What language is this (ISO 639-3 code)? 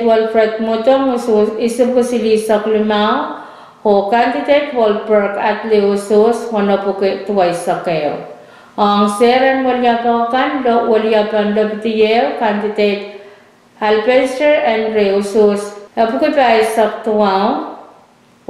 pon